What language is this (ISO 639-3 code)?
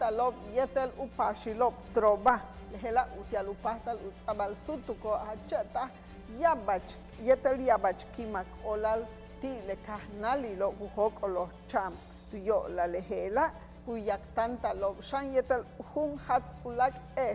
yua